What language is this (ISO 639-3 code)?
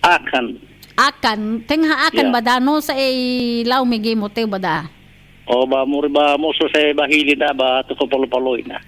nia